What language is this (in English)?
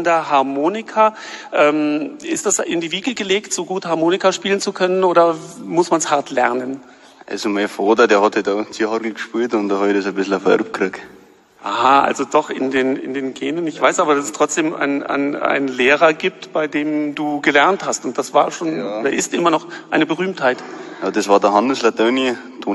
Bavarian